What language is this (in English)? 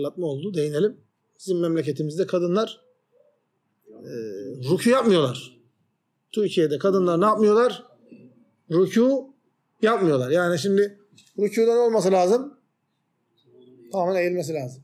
Turkish